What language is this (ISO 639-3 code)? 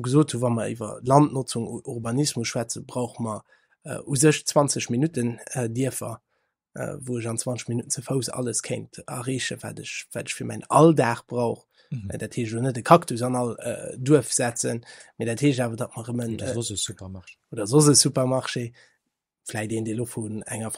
ltz